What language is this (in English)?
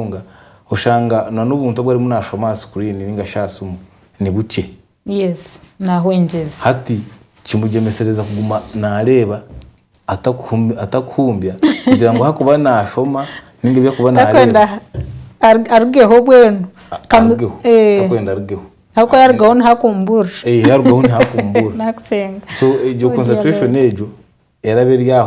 Nyankole